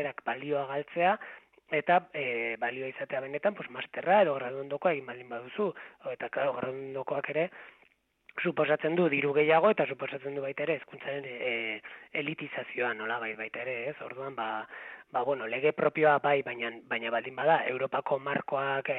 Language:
Basque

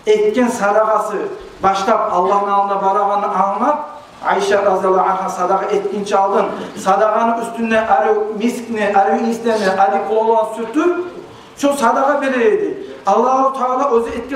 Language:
Kumyk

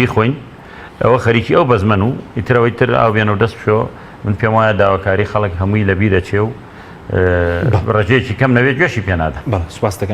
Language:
Central Kurdish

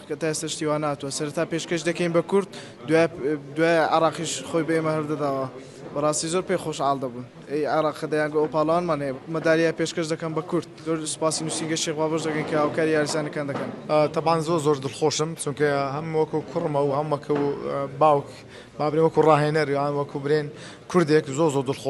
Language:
Central Kurdish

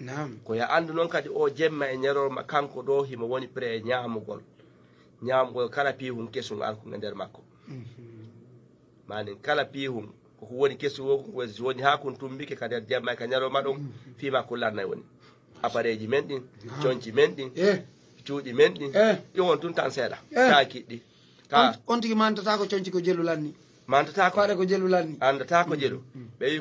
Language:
Fula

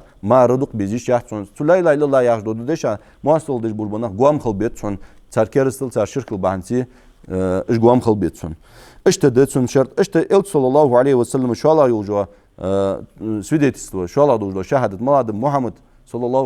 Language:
Ingush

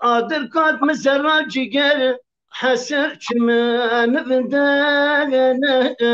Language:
Zaza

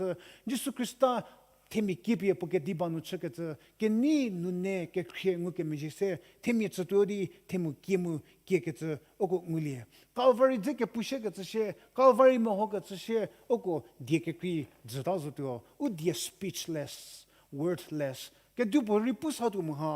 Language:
Angami Naga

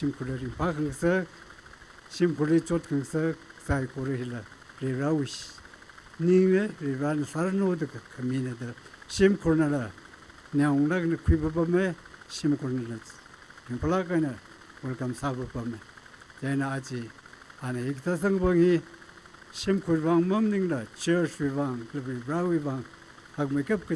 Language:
Tangkhul Naga (India)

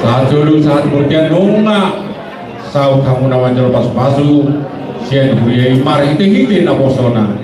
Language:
Batak Toba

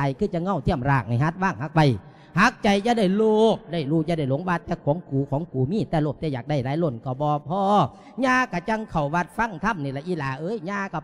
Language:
Lao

